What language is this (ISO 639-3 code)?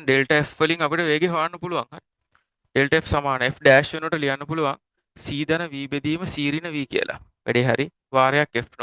sin